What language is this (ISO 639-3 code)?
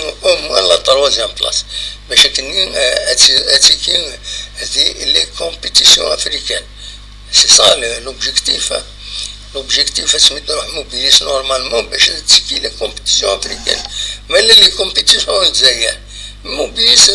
kab